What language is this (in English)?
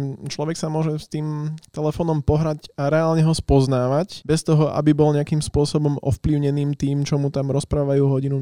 Slovak